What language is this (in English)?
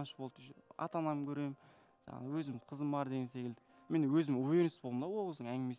Kazakh